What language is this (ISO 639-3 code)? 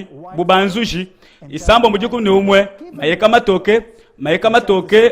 lua